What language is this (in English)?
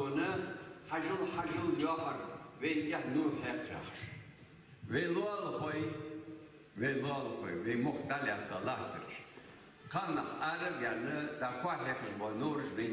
Ingush